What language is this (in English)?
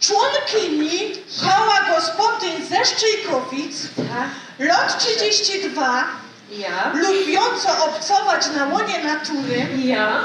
Silesian